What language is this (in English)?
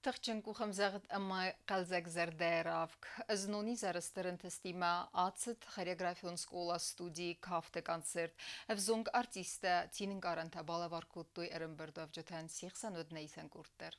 Ossetic